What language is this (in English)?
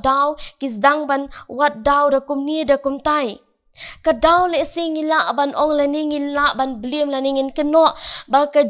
Khasi